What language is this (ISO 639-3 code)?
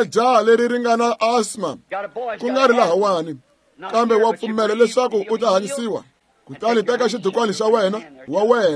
tso